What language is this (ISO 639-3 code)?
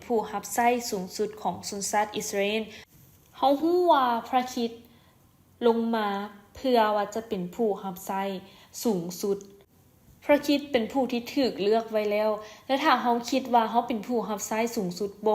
lao